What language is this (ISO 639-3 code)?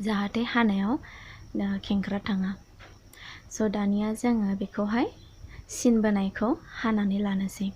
brx